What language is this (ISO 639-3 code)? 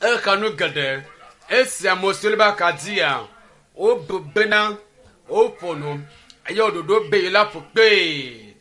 ewe